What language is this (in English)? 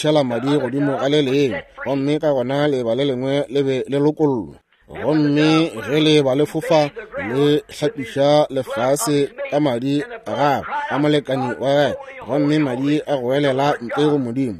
Northern Sotho